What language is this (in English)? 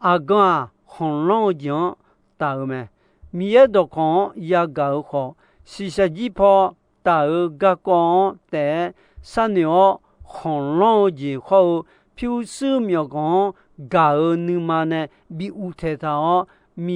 Akha